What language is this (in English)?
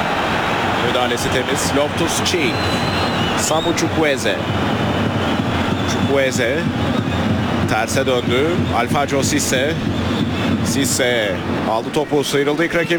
Turkish